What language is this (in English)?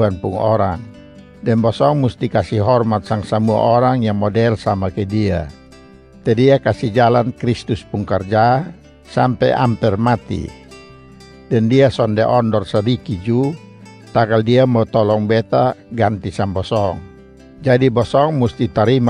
Kupang Malay